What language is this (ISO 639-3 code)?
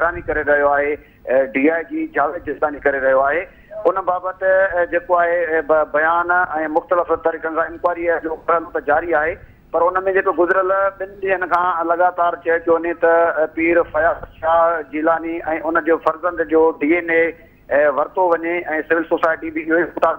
snd